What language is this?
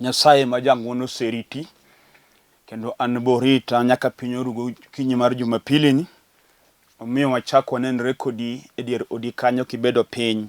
Luo (Kenya and Tanzania)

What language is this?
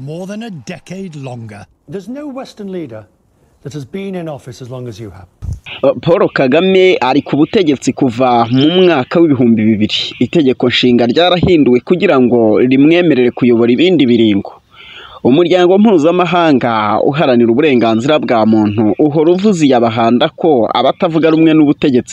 Kinyarwanda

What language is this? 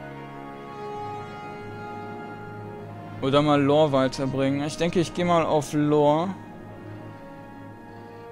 German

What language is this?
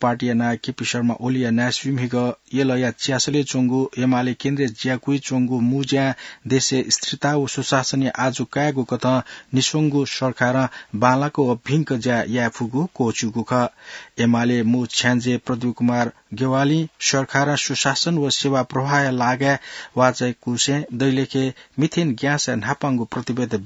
Newari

